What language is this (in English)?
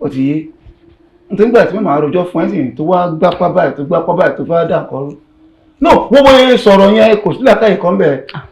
Yoruba